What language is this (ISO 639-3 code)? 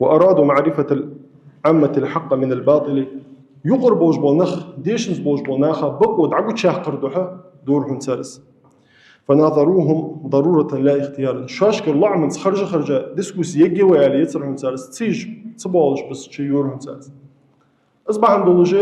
inh